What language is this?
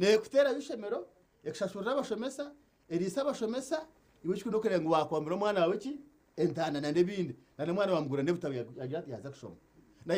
Nyankole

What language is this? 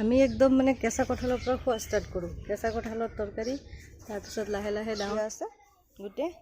Assamese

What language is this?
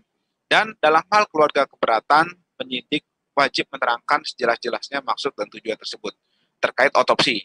Indonesian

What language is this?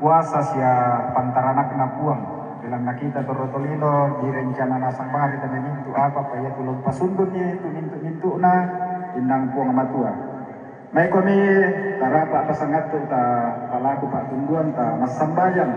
Toraja-Sa'dan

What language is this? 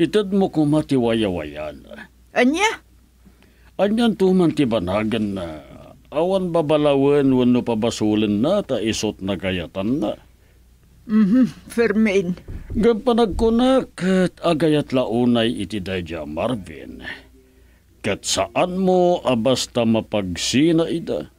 Iloko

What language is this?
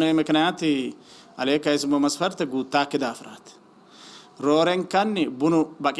Sidamo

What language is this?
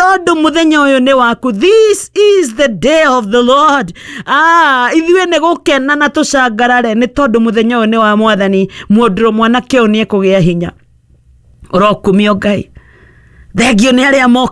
Kikuyu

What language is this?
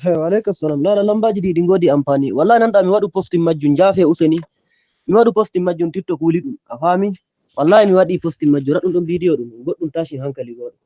Fula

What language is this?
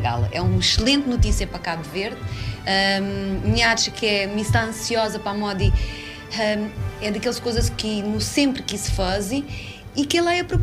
Kabuverdianu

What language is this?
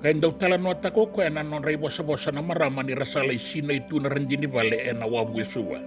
Fijian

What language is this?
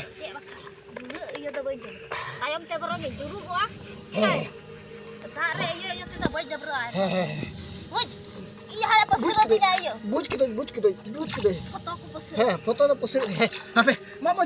Santali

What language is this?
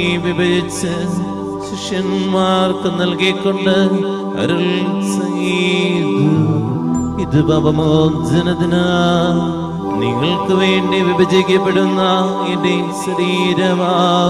Malayalam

